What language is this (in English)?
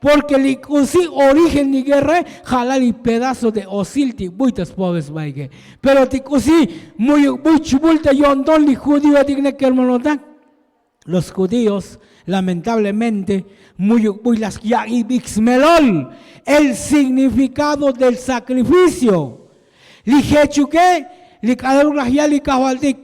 Tzotzil